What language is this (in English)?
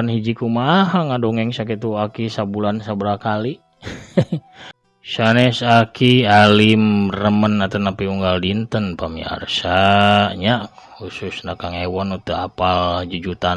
Sundanese